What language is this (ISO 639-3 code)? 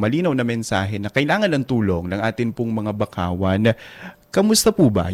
fil